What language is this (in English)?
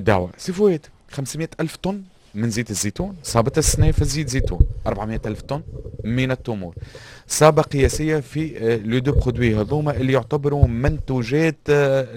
Tunisian Arabic